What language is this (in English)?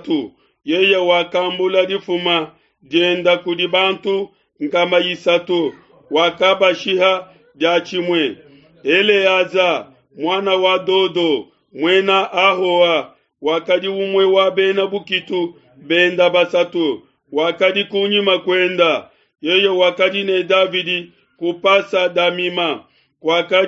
Luba-Lulua